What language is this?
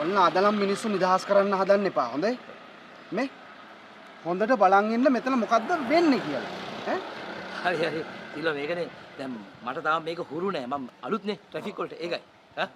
Sinhala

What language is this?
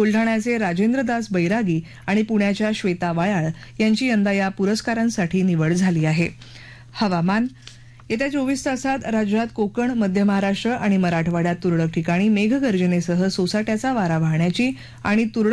Marathi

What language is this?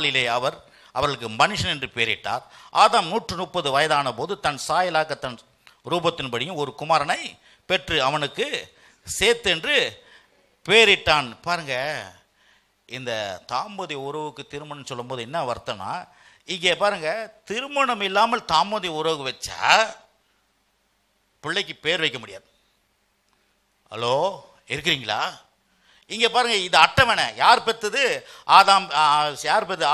Tamil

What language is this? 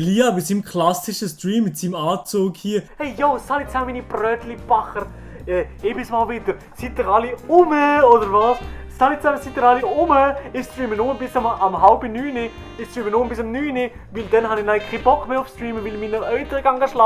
Swiss German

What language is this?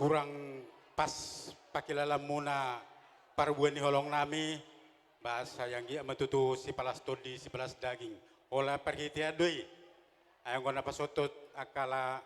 Batak Toba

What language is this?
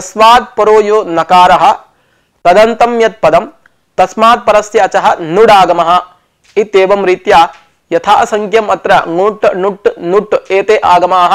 Sanskrit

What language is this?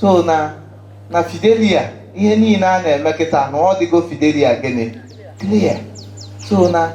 Igbo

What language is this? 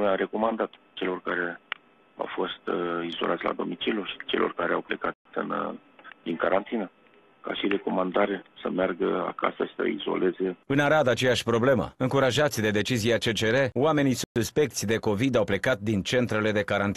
Romanian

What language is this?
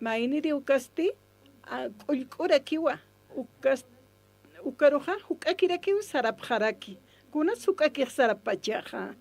Aymara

